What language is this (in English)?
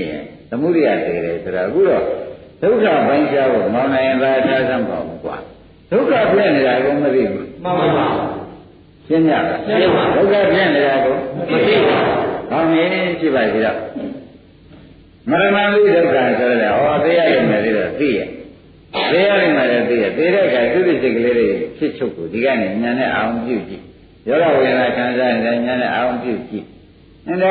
Burmese